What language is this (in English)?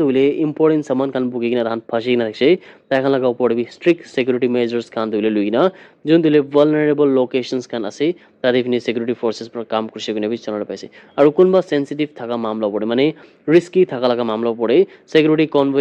Naga Pidgin